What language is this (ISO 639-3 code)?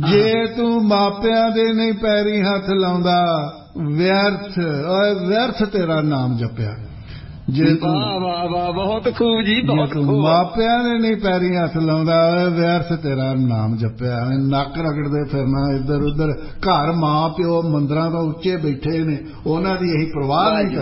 pan